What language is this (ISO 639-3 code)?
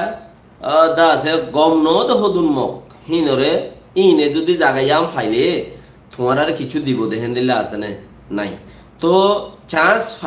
rhg